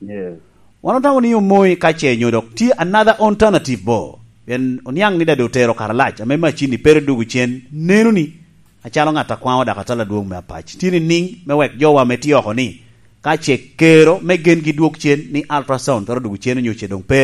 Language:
Lango (Uganda)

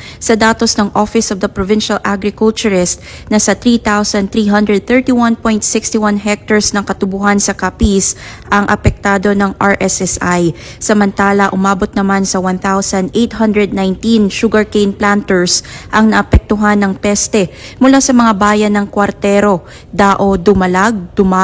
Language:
Filipino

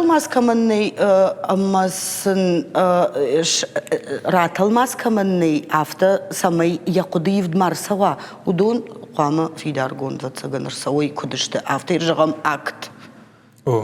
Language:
Ossetic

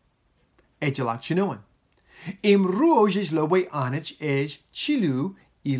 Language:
Marshallese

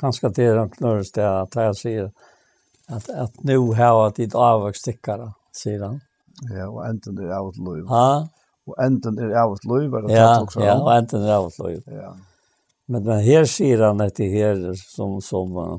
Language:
Faroese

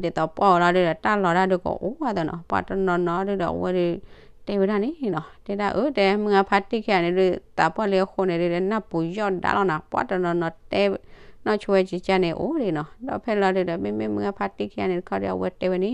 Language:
S'gaw Karen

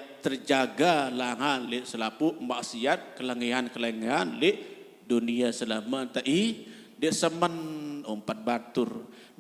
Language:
Sasak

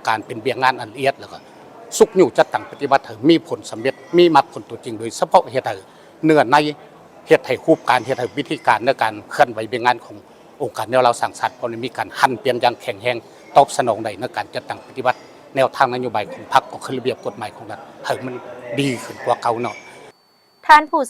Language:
Lao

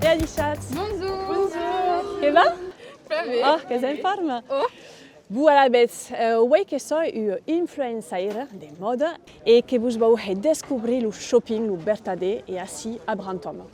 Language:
Occitan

